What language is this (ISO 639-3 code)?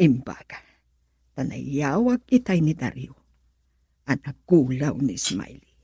ilo